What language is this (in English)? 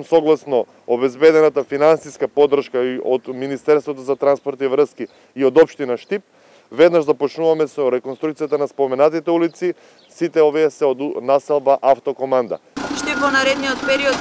Macedonian